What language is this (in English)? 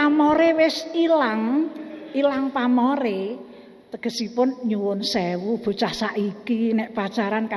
Javanese